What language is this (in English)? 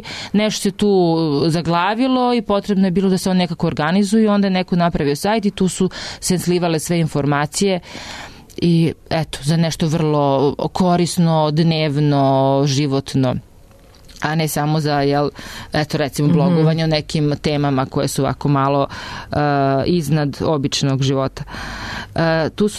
Serbian